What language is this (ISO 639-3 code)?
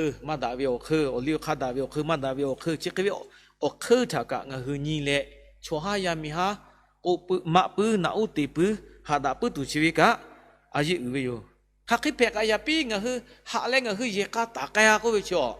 lhu